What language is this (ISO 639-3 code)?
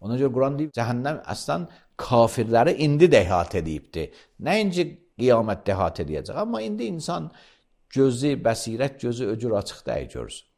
aze